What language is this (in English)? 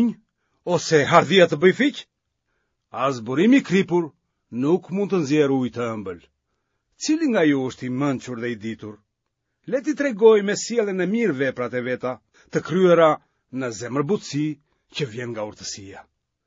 Albanian